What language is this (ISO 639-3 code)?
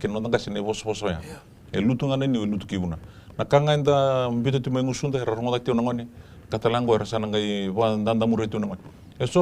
fij